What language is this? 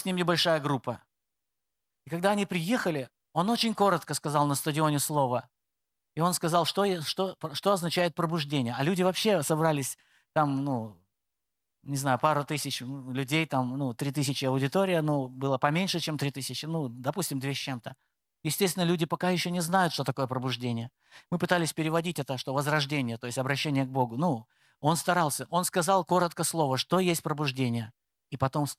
Russian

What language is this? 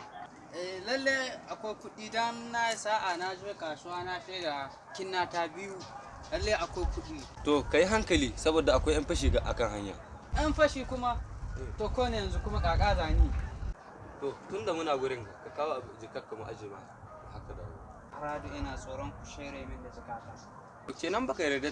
Hausa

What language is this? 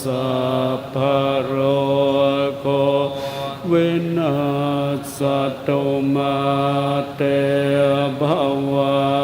Pali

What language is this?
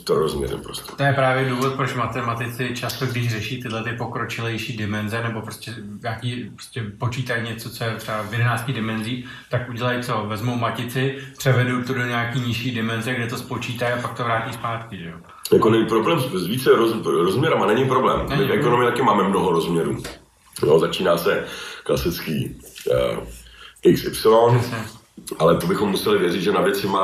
Czech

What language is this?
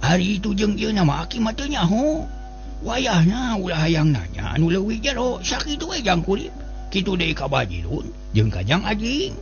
Sundanese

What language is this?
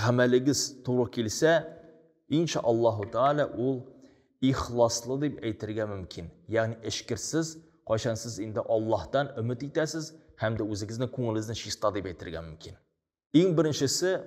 Tatar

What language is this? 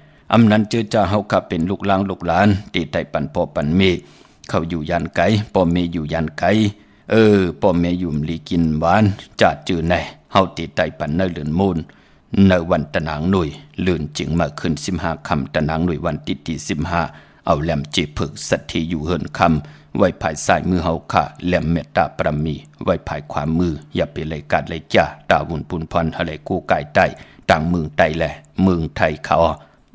Shan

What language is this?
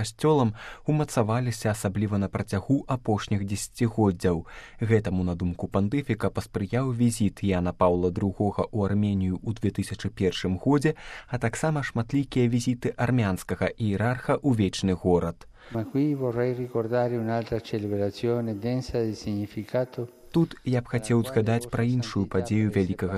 Belarusian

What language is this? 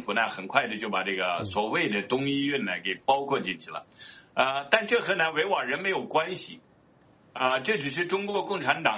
Chinese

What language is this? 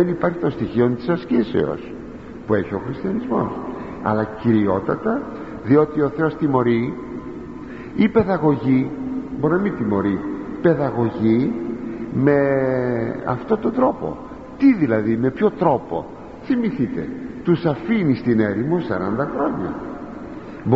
Greek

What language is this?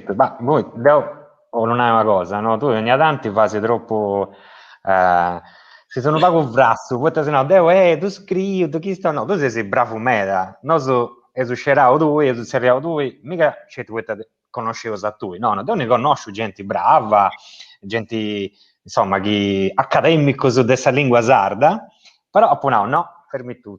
Sardinian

